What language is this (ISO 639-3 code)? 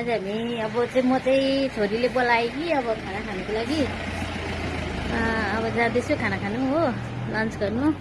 nep